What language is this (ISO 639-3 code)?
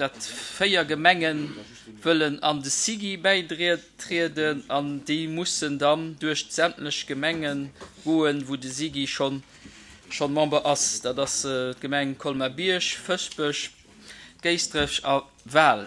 ltz